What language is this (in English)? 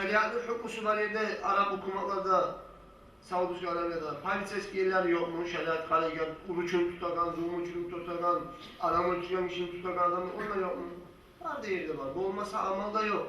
Kumyk